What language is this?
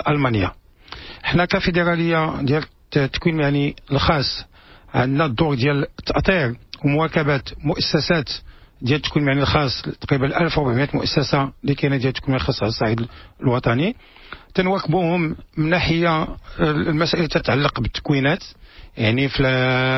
Moroccan Arabic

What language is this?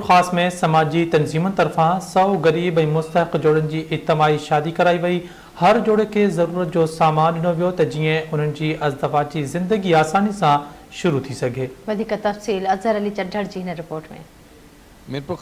Sindhi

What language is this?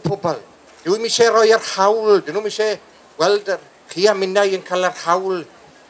Welsh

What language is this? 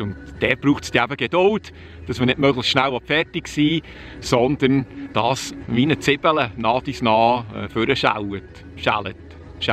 Swiss German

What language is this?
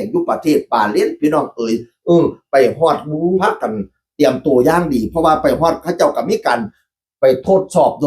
Northeastern Thai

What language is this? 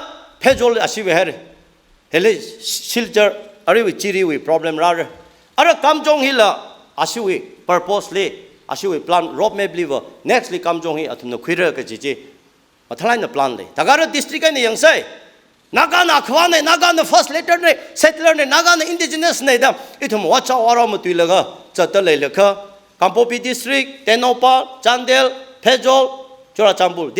Tangkhul Naga (India)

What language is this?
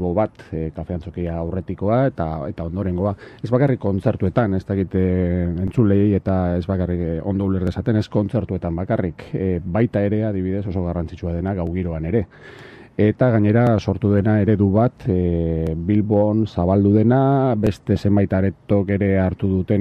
Basque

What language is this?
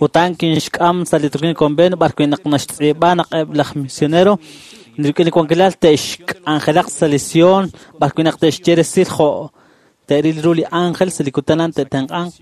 Kekchí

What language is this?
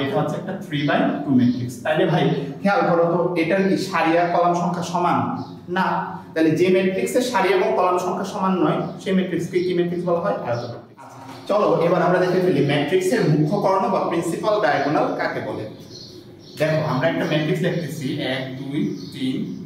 Bangla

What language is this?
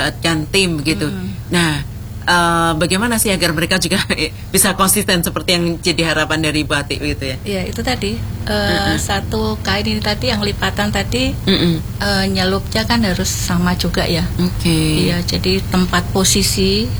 Indonesian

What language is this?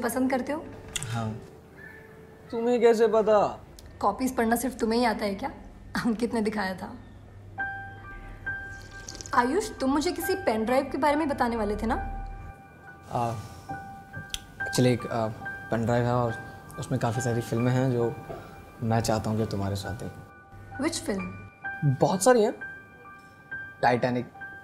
Hindi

